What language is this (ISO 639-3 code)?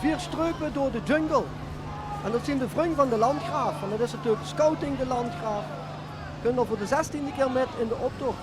lim